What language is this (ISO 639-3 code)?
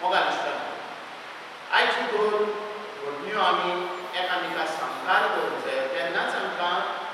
kok